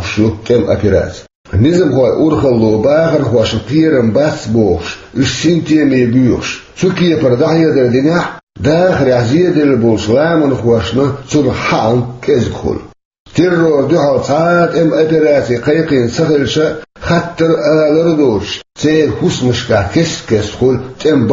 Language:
Chechen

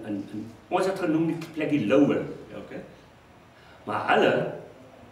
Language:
Afrikaans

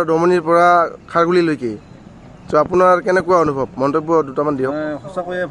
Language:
Assamese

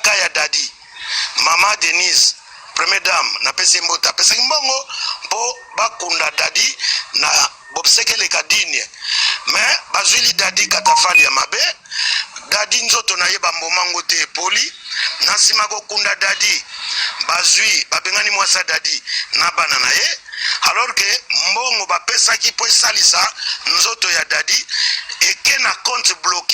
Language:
Lingala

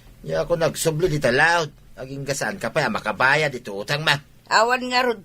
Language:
Iloko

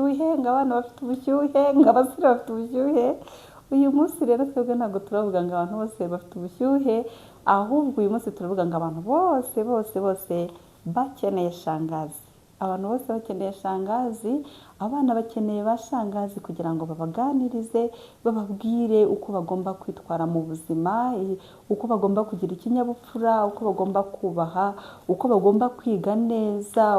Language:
Kinyarwanda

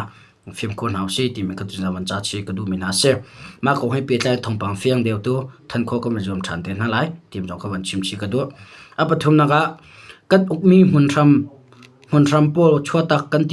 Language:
Hakha Chin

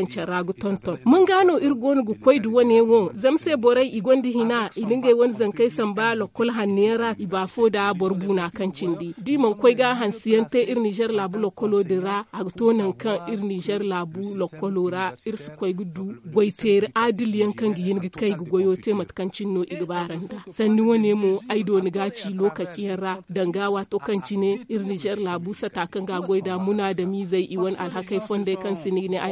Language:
Zarma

